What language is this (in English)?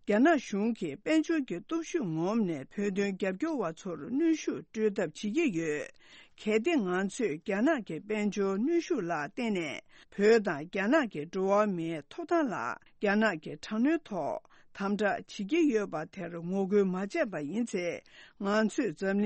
Tibetan